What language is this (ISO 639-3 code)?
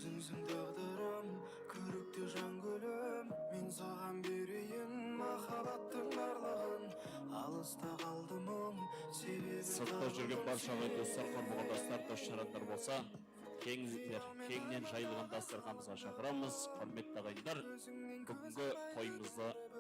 kaa